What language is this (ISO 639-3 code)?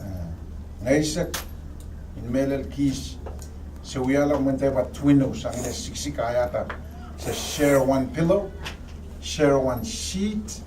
pon